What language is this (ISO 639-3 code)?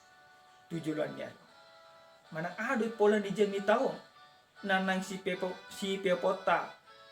bbc